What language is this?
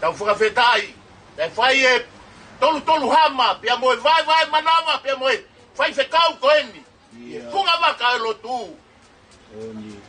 Tongan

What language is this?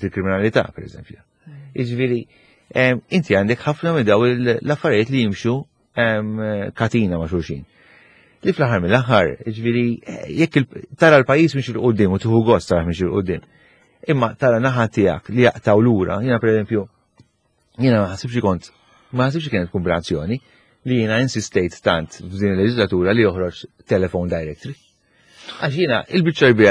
Maltese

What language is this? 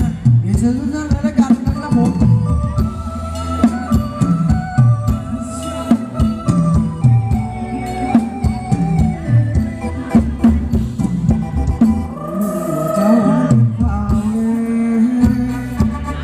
Thai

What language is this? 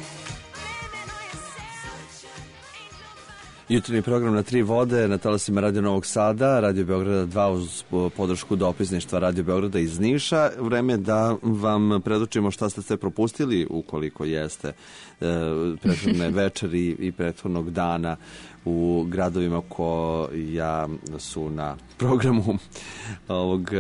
Serbian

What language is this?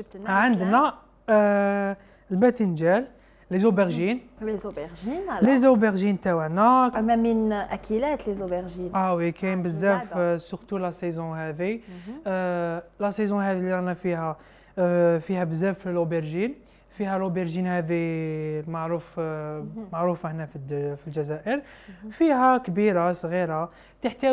Algerian Arabic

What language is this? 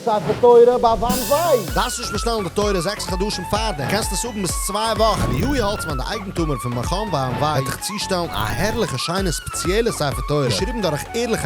Yiddish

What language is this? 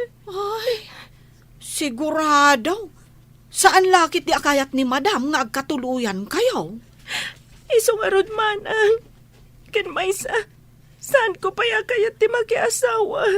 Iloko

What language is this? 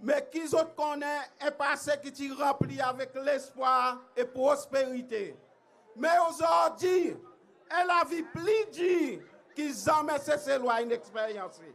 Seselwa Creole French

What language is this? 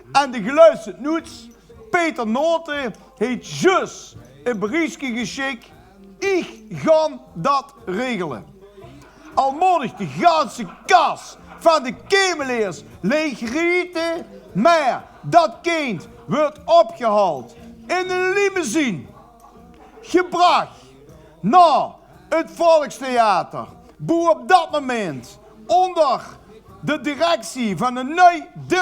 Limburgish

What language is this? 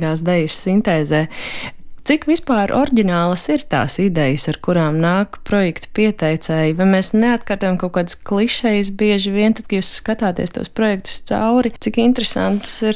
Latvian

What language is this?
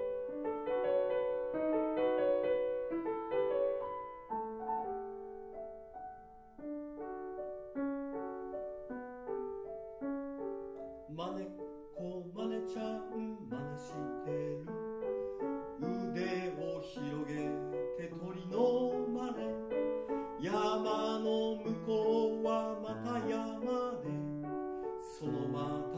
Japanese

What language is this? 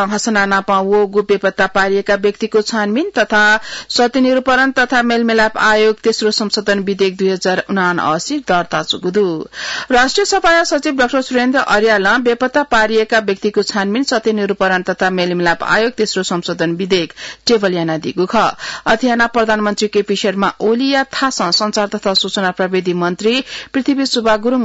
Newari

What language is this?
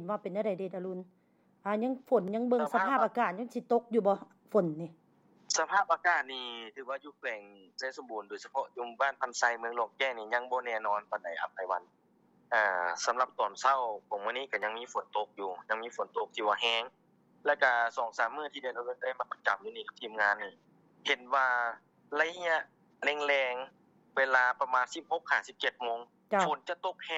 Lao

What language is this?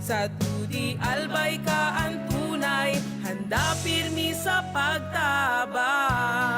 Bikol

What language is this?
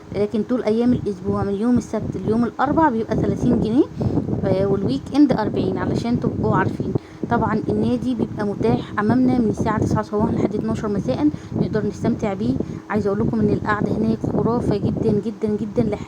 Egyptian Arabic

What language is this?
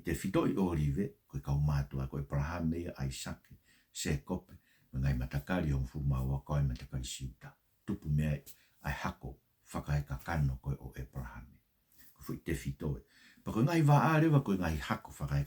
Tongan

